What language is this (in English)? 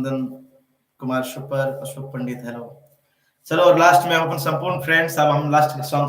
Maithili